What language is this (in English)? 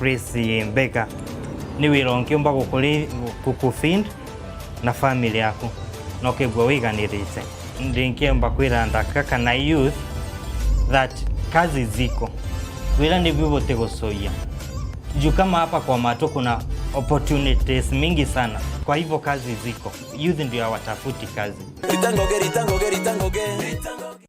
Meru